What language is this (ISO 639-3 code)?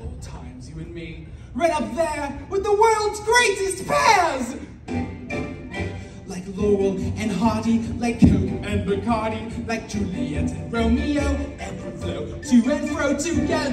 eng